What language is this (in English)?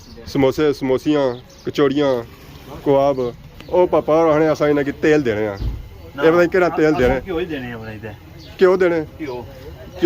Pahari-Potwari